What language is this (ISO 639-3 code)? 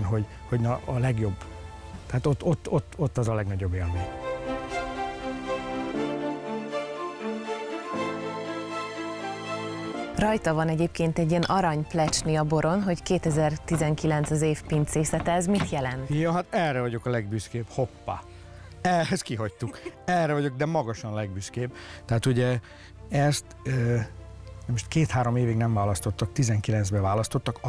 hun